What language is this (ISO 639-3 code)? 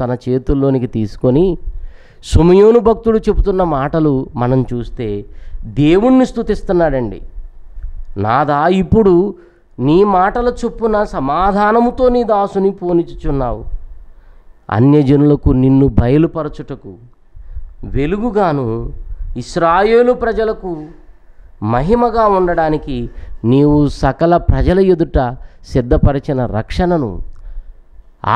tel